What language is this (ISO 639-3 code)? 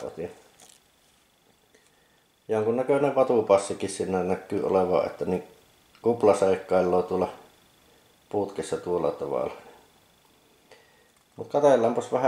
fin